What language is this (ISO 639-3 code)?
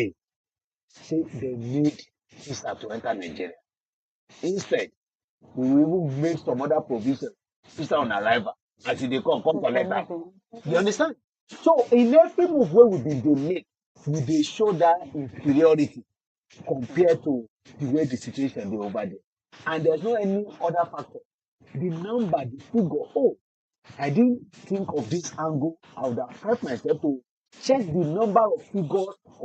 pcm